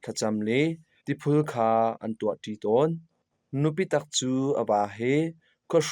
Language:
Hakha Chin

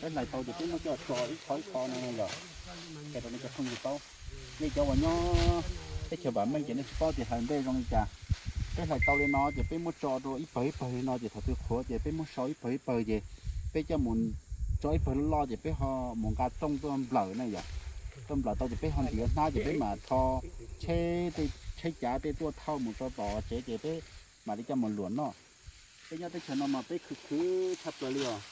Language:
Hmong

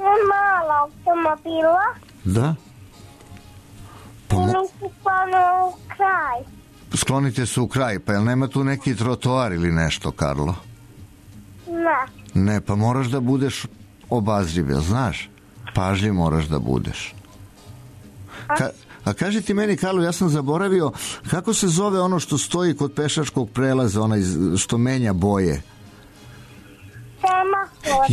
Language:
Serbian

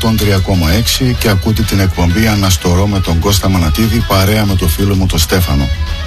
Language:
Greek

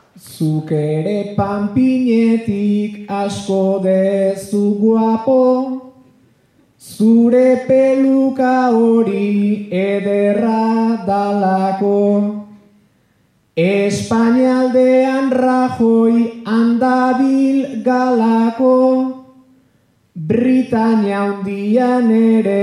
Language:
Basque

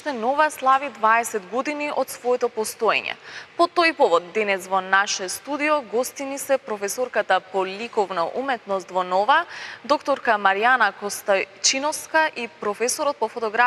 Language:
Macedonian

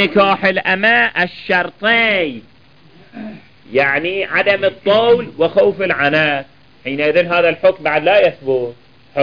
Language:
Arabic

